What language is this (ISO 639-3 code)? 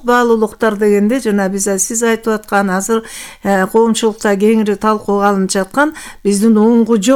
kir